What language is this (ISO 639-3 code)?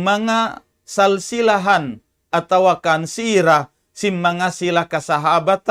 tsg